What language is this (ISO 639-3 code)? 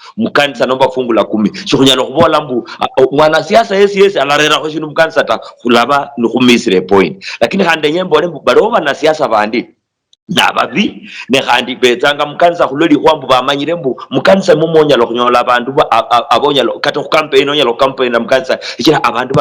luy